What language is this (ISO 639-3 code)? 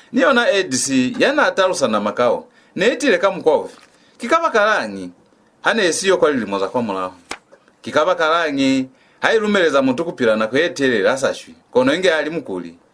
loz